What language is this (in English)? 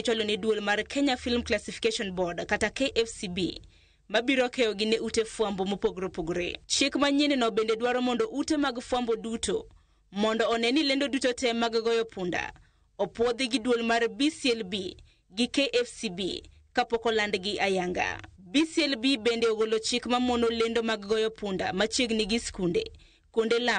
Luo (Kenya and Tanzania)